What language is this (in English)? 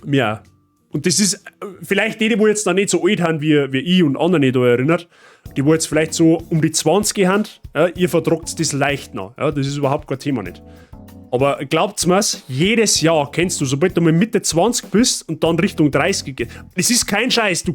Bavarian